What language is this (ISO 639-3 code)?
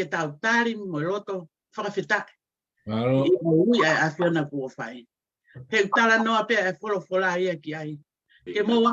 ton